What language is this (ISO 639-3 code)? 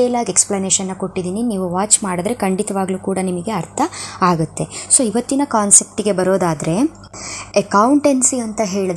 kan